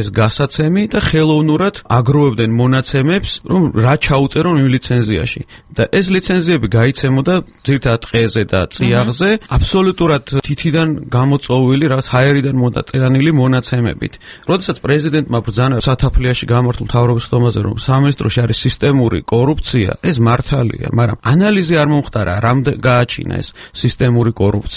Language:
Georgian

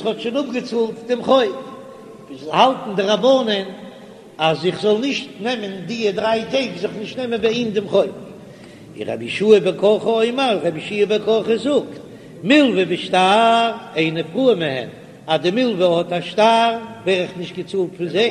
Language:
Yiddish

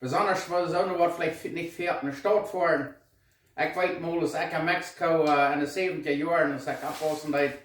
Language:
Plautdietsch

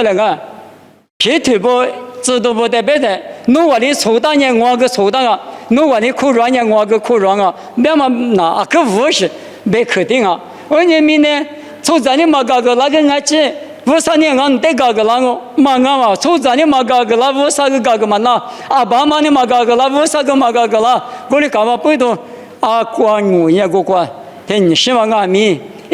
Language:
Lisu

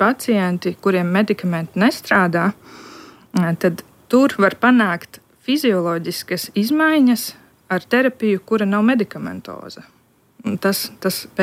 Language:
Latvian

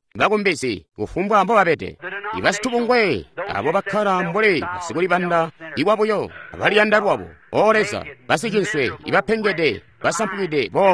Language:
Tonga (Zambia)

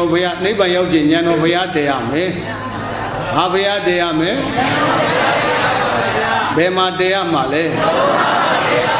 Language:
Burmese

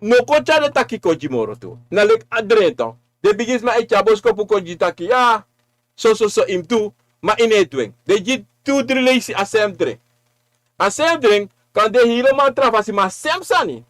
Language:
Sranan Tongo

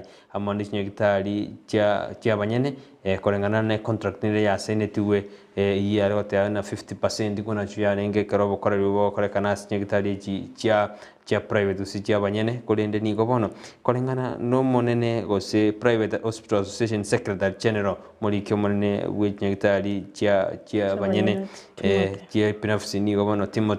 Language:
Gusii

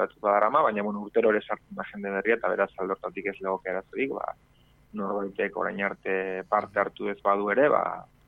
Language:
Basque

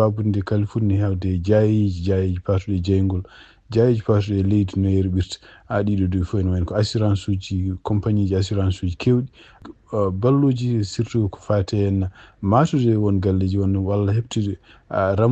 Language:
Fula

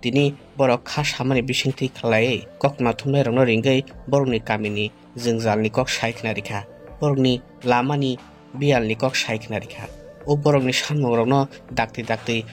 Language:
Kok Borok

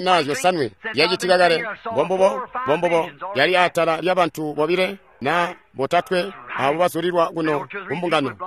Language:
Tonga (Zambia)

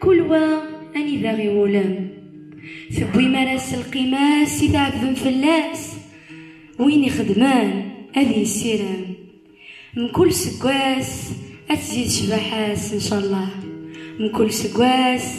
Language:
Kabyle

